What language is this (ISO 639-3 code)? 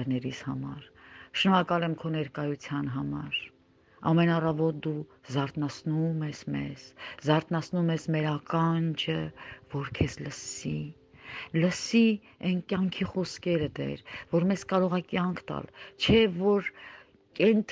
hye